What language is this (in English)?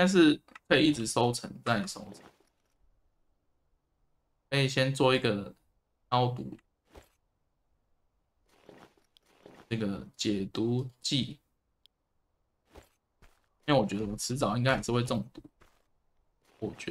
Chinese